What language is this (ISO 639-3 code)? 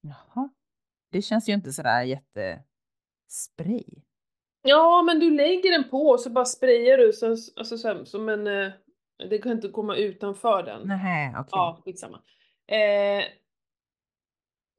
swe